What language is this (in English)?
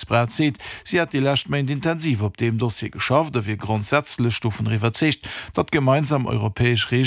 Luxembourgish